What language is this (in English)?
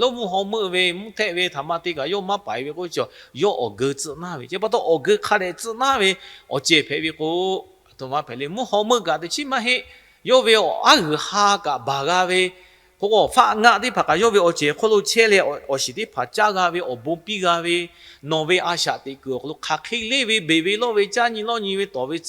Lahu